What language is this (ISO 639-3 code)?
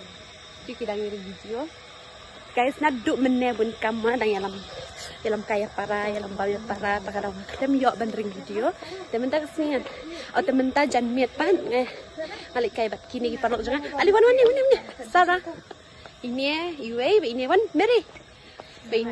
kha